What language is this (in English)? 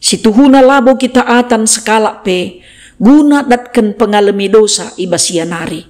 Batak Karo